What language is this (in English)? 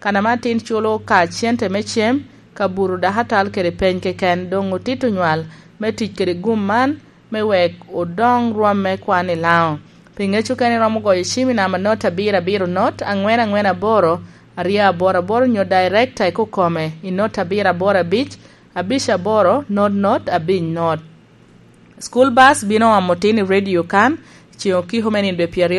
Lango (Uganda)